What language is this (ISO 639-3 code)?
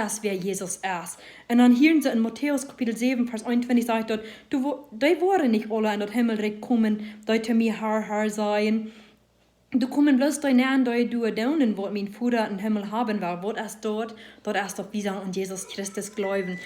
pdt